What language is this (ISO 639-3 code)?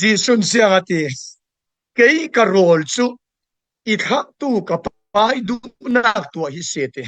cfm